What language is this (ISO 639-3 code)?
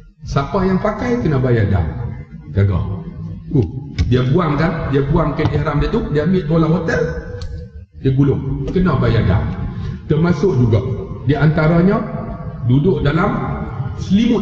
msa